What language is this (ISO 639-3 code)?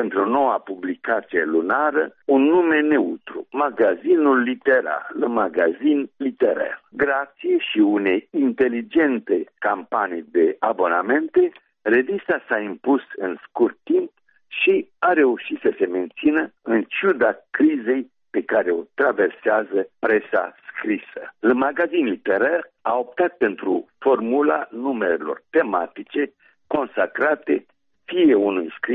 ron